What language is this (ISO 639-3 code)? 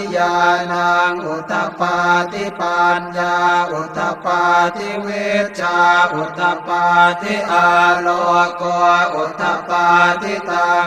pli